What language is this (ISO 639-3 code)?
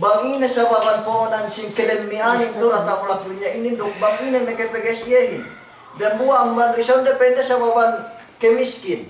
yka